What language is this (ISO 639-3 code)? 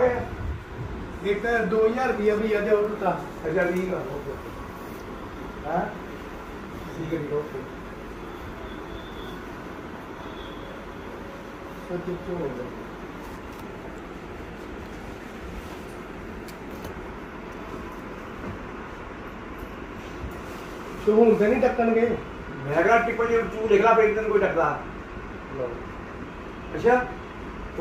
pan